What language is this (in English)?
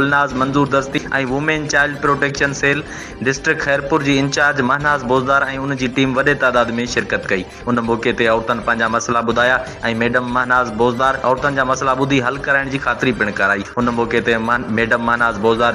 Sindhi